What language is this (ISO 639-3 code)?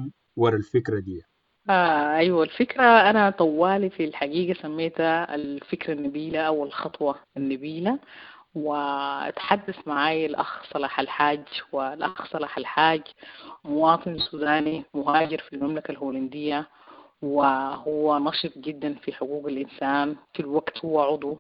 apd